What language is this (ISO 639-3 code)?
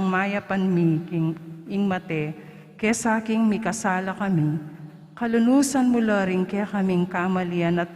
pam